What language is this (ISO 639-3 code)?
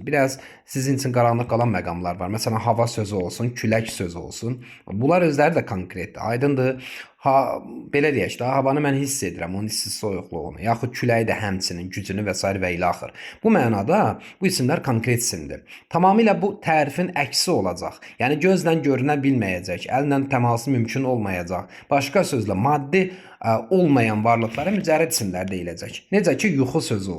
aze